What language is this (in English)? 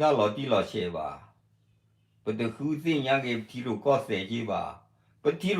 S'gaw Karen